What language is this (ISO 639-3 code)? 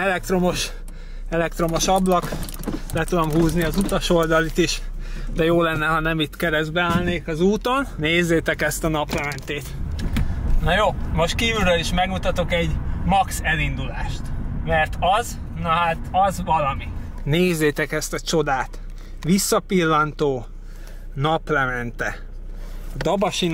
hun